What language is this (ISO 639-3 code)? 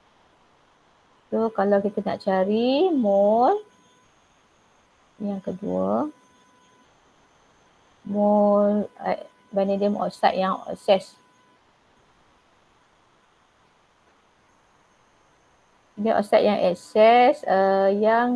msa